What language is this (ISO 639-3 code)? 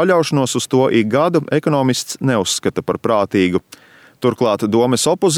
lav